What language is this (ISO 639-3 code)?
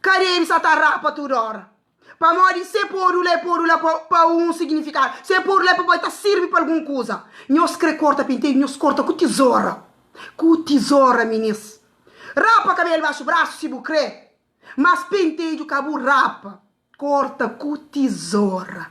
kea